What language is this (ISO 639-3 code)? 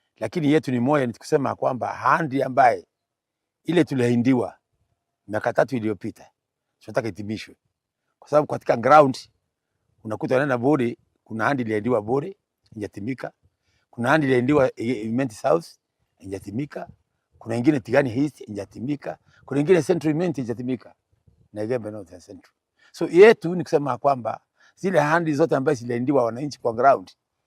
mer